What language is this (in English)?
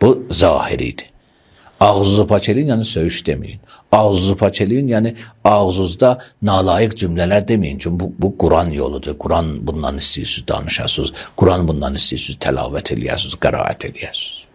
Azerbaijani